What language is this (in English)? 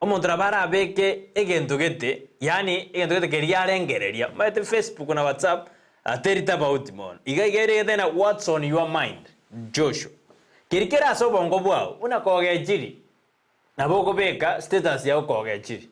Gusii